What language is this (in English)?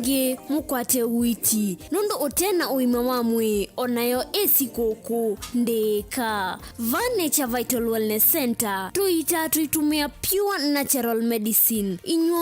Kamba